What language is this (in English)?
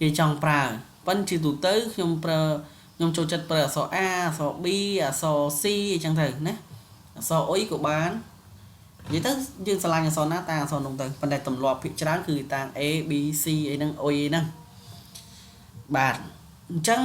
Khmer